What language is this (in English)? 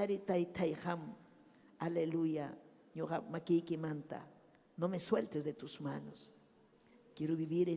Ayacucho Quechua